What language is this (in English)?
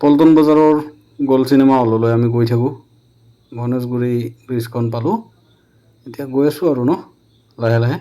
Assamese